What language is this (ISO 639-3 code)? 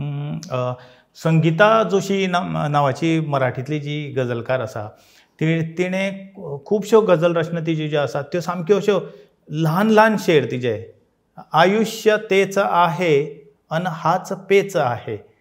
kok